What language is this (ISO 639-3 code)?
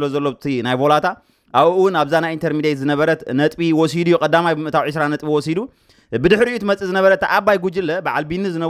tir